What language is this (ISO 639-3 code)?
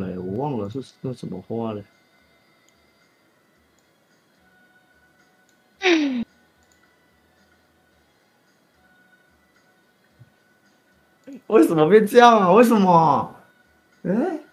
zho